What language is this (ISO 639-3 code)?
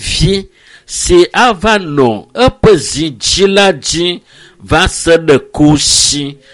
ewe